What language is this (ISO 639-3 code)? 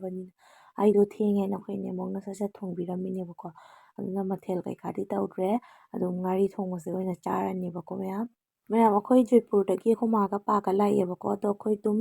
mni